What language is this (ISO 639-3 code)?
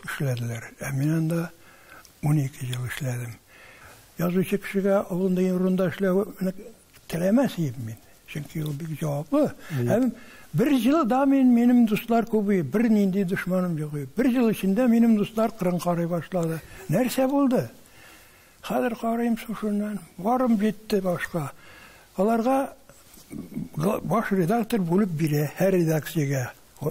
tat